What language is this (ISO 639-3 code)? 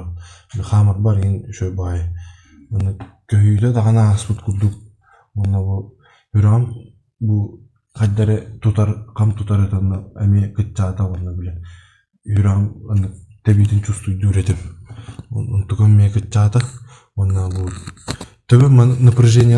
sah